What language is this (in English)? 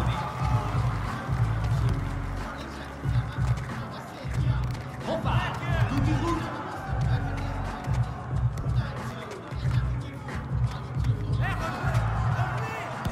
Dutch